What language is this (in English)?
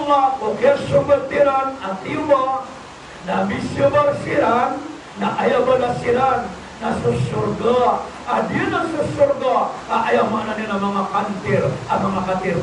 Maranao